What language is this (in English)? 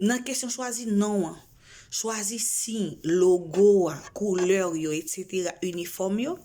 Haitian Creole